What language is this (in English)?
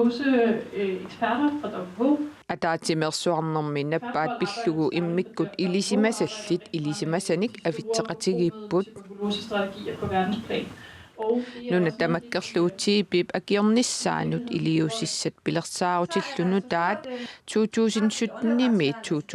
Kalaallisut